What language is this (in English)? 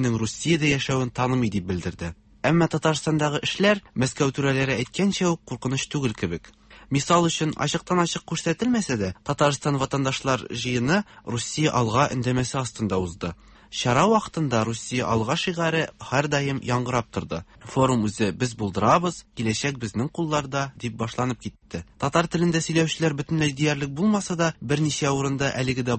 Tatar